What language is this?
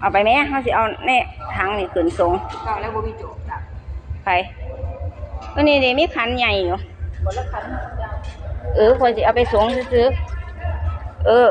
Lao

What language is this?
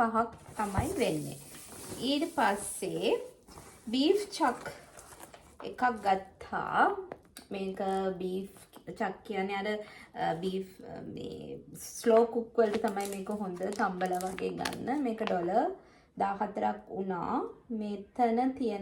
Sinhala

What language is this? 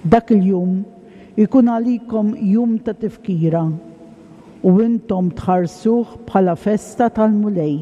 Maltese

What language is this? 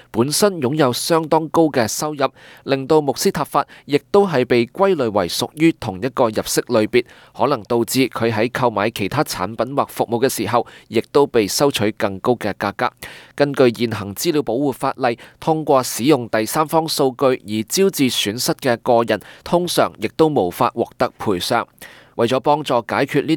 Cantonese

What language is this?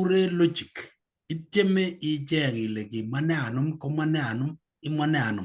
Kalenjin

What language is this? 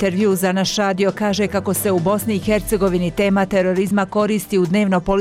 Bosnian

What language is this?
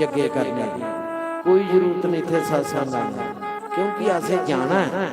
Dogri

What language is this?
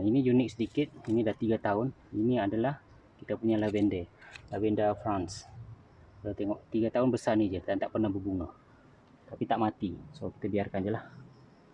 Malay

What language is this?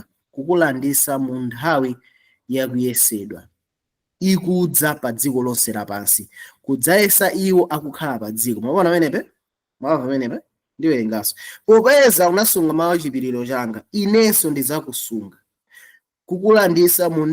Nyanja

